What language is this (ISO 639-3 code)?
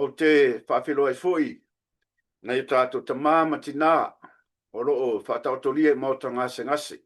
smo